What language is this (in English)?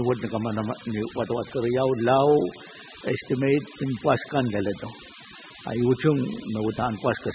Pohnpeian